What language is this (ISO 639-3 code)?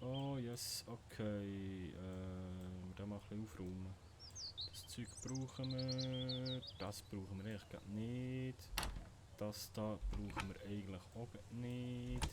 gsw